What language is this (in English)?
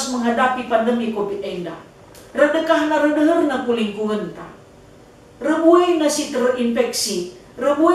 Batak Karo